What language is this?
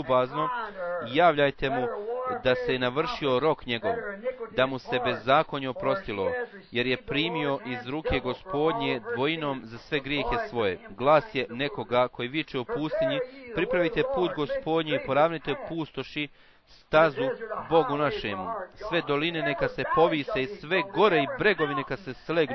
Bosnian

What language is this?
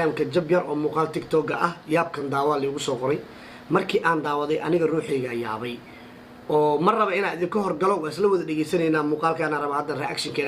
Somali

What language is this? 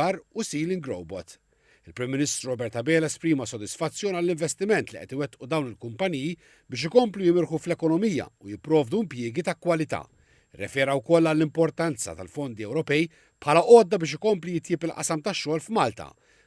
Maltese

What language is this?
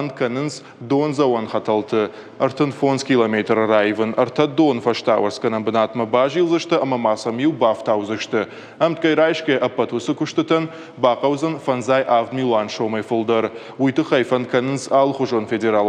Ossetic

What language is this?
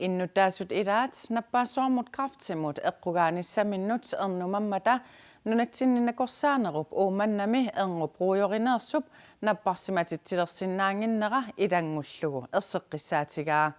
Kalaallisut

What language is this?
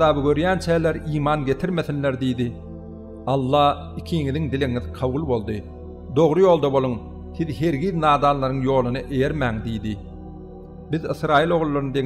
Turkmen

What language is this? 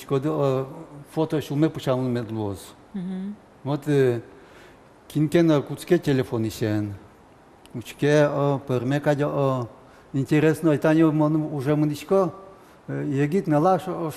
Udmurt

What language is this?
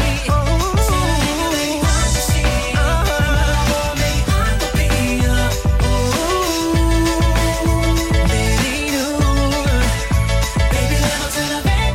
Danish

